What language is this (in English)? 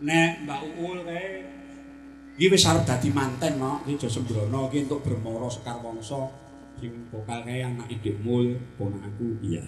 Javanese